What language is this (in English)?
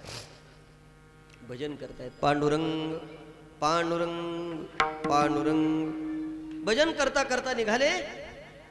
Marathi